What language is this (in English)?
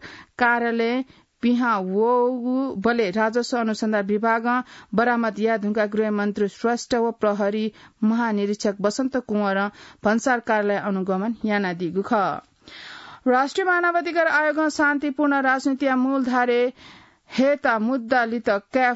Newari